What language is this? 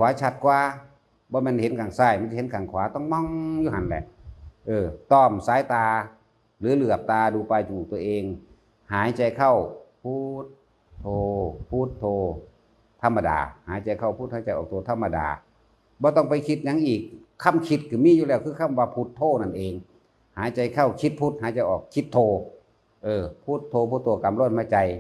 Northeastern Thai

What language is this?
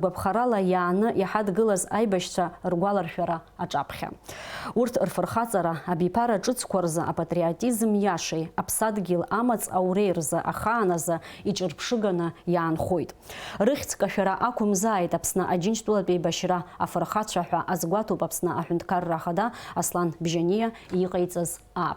Abkhazian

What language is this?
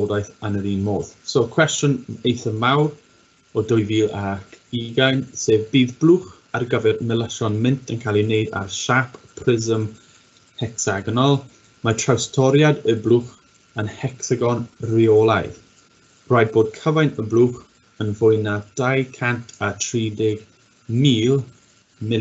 Welsh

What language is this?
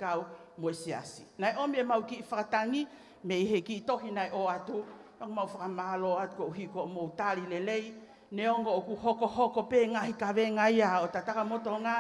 Tongan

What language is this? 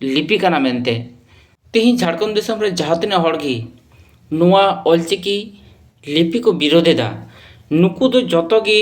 Santali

